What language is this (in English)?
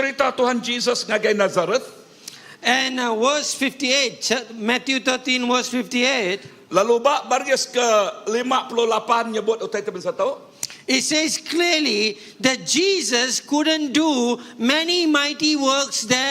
Iban